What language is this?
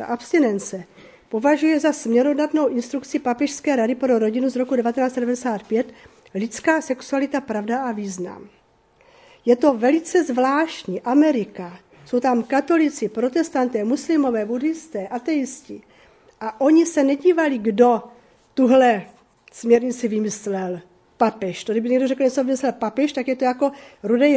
Czech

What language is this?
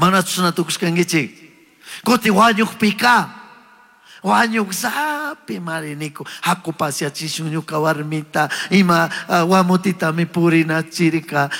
Chimborazo Highland Quichua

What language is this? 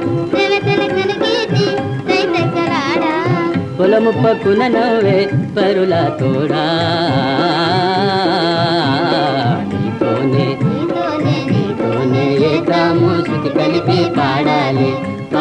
Telugu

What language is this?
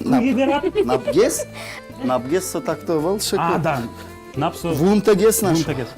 Udmurt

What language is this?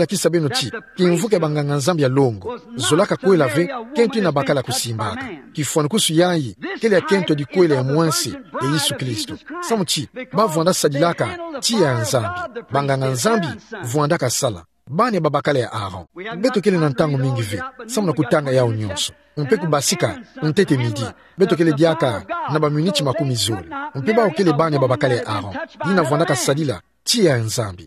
Kituba (Democratic Republic of Congo)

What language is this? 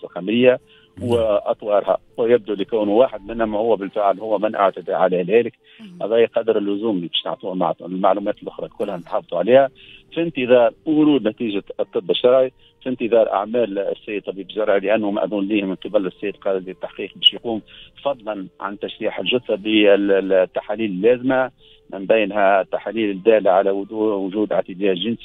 Tunisian Arabic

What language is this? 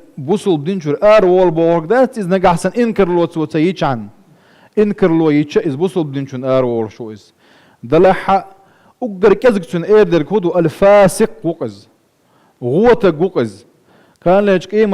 Chechen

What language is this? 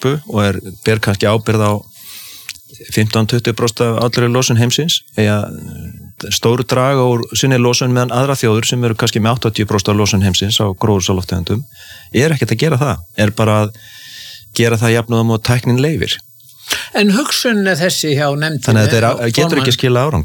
Icelandic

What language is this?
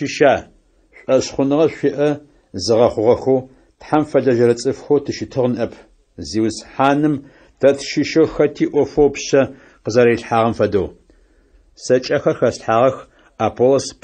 Adyghe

